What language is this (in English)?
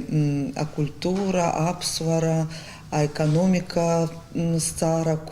Abkhazian